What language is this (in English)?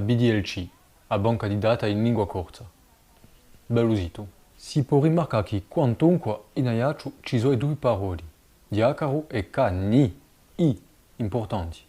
Corsican